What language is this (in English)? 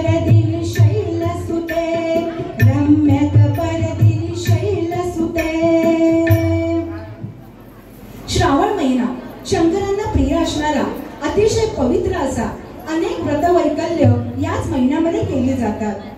Marathi